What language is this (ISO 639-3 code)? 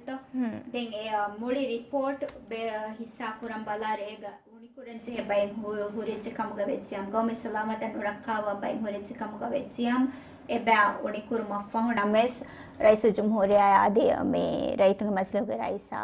div